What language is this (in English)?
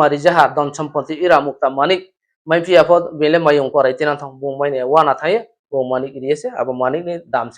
Riang (India)